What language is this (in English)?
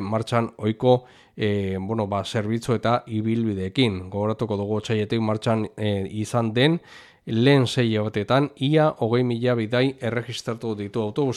Basque